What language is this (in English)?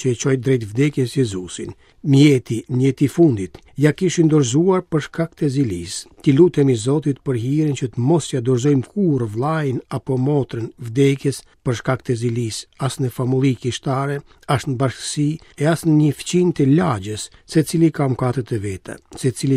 Albanian